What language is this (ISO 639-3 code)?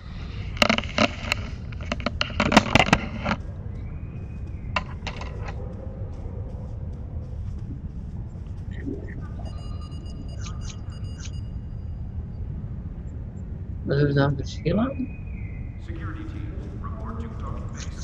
nld